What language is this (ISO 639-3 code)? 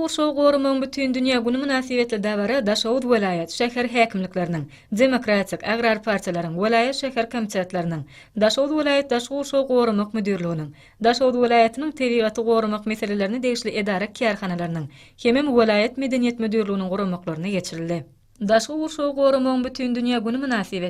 tuk